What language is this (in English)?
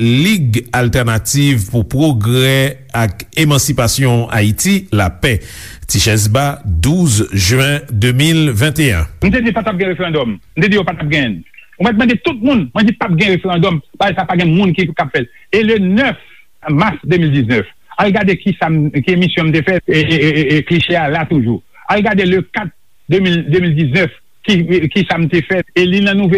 Haitian Creole